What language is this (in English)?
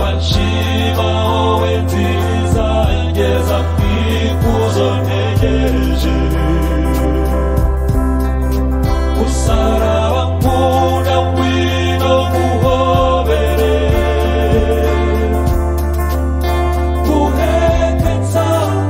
Kinyarwanda